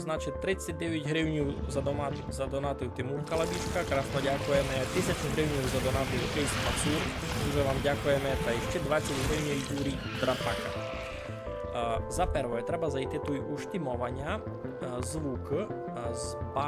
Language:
Rusyn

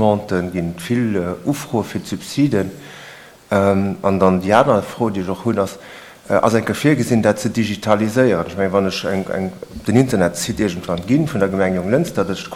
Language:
Luxembourgish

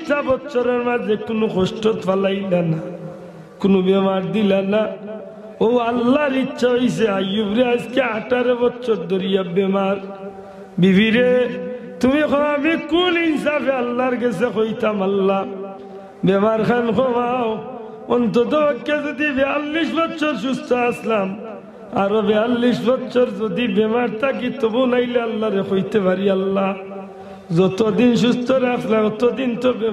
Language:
Sylheti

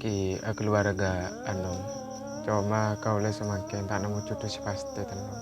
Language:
Madurese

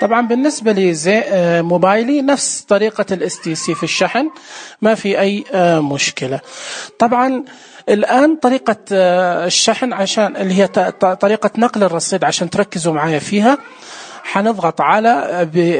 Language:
Najdi Arabic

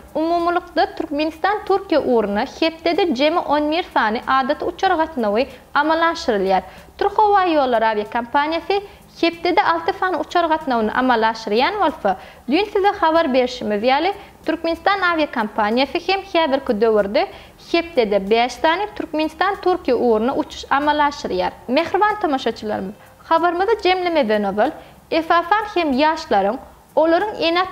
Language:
Turkmen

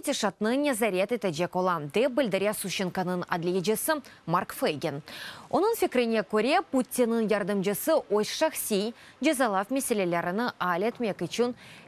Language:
Crimean Tatar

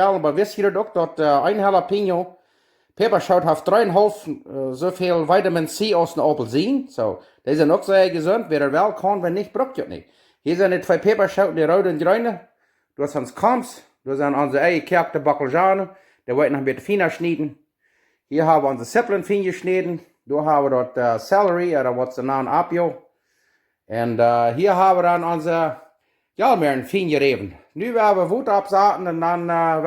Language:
Plautdietsch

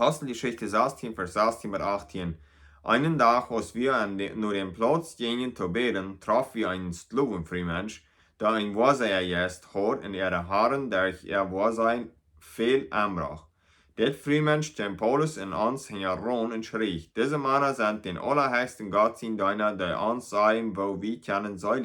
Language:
Plautdietsch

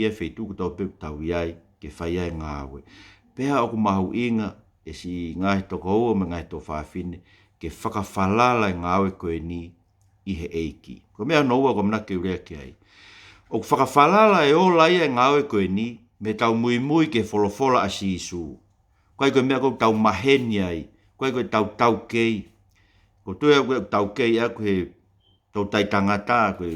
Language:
Tongan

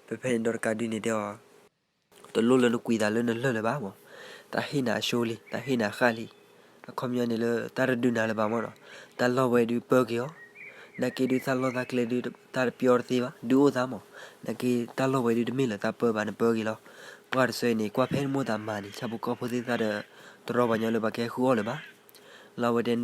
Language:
S'gaw Karen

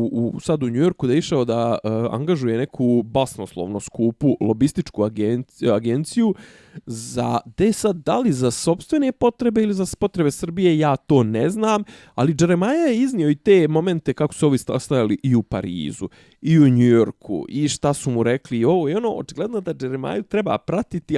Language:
Bosnian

